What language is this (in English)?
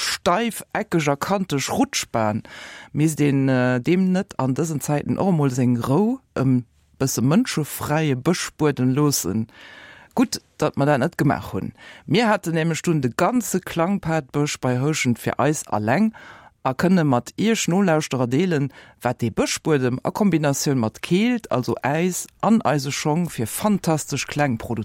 Luxembourgish